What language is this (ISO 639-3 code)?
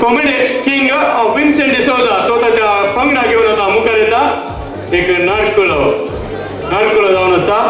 kok